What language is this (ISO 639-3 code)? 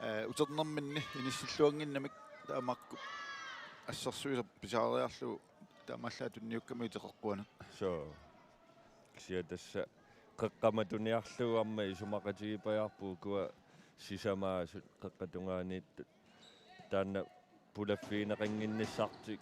kal